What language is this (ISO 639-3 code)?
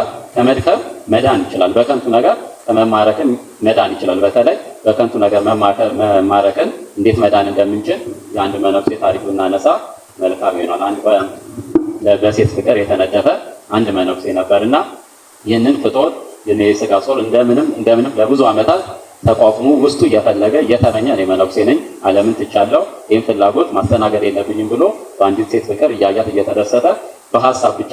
amh